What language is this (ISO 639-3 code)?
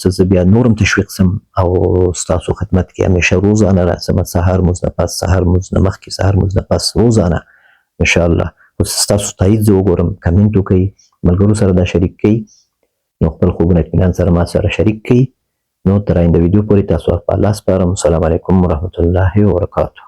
pus